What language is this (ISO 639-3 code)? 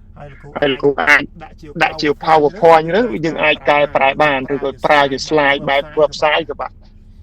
khm